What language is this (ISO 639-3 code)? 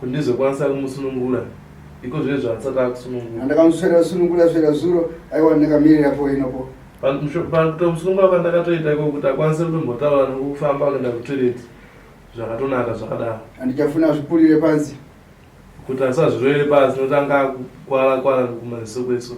sna